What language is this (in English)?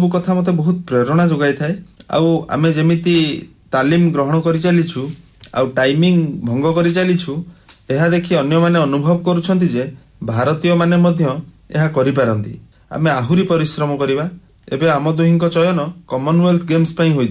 Odia